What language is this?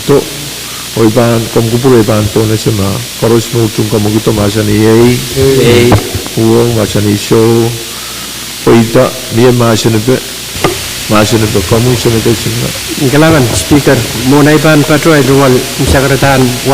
Pohnpeian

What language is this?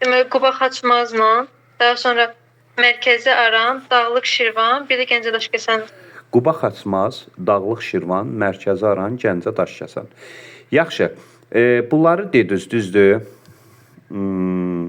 Azerbaijani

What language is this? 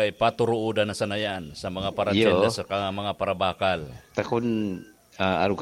Bikol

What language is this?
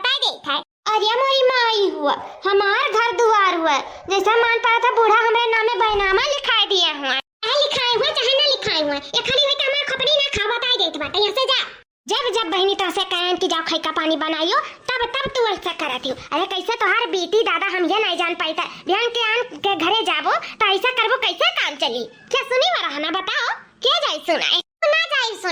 Awadhi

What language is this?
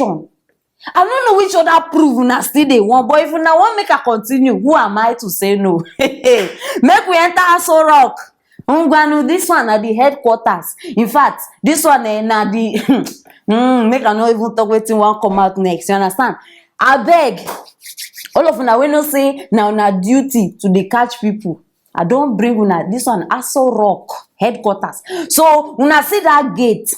Nigerian Pidgin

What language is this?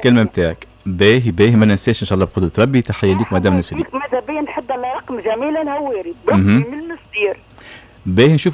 Tunisian Arabic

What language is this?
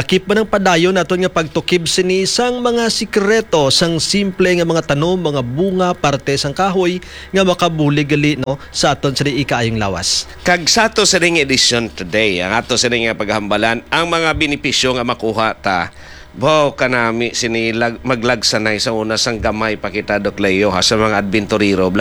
Hiligaynon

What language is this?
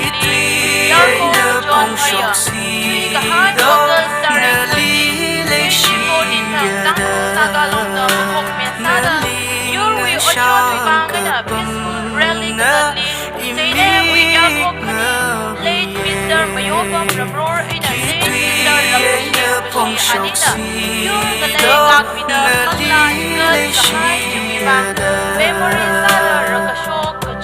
Tangkhul Naga (India)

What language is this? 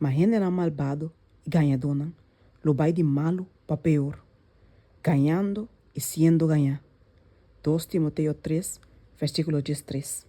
Papiamento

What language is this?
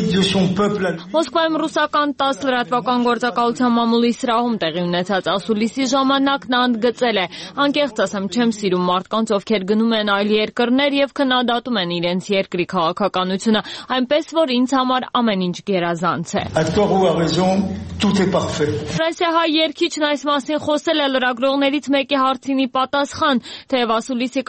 Armenian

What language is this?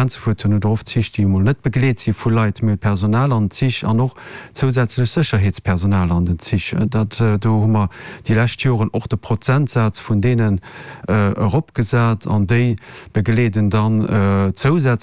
Luxembourgish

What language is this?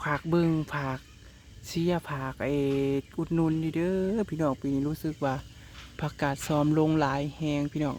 Northeastern Thai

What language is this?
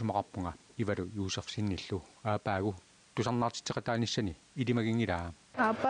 Kalaallisut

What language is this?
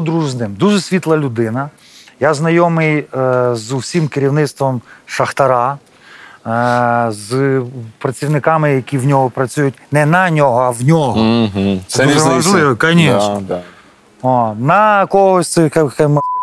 Ukrainian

